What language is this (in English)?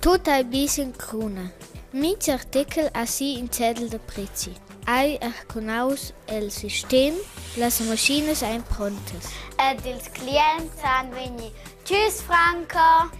Romansh